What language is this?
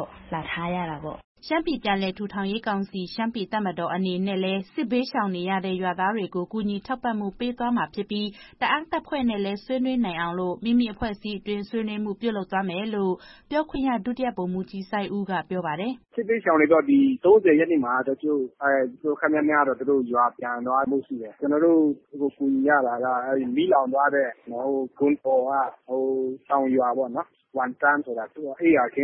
Burmese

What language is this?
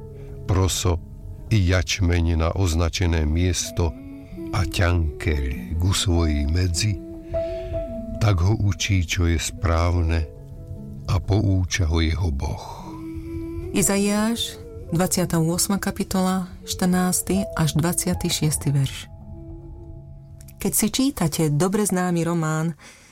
Slovak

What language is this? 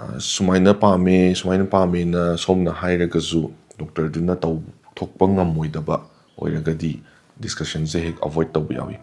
Manipuri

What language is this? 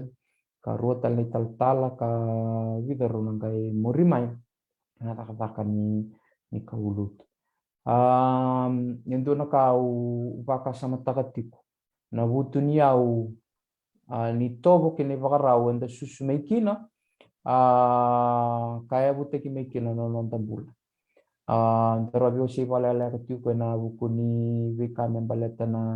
Fijian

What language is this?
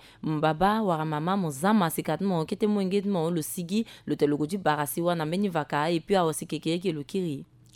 Sango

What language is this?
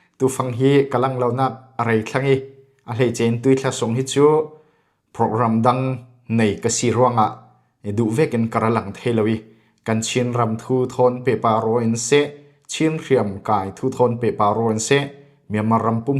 Falam Chin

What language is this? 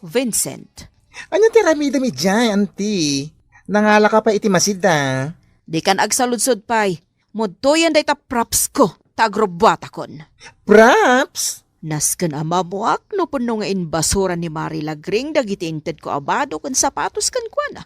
Iloko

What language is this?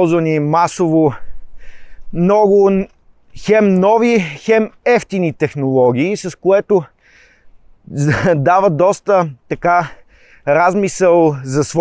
Bulgarian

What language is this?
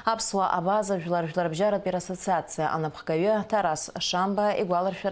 Abkhazian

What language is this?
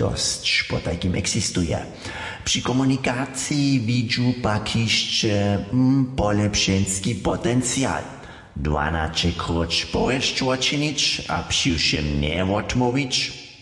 Upper Sorbian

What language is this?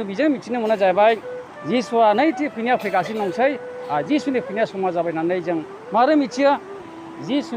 Bodo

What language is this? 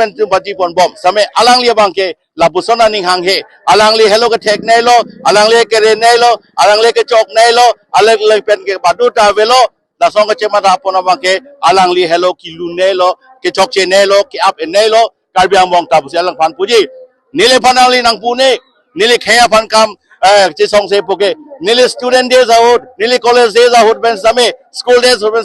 Karbi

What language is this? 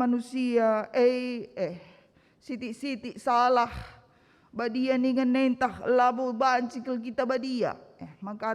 Batak Karo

